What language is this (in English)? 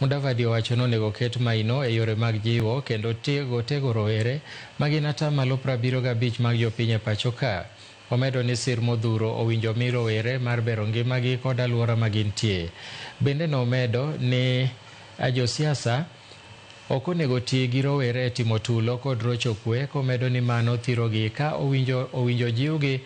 Luo (Kenya and Tanzania)